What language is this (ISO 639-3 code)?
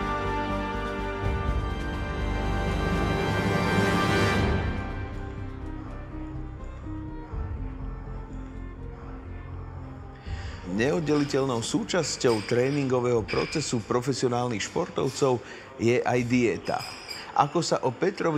slk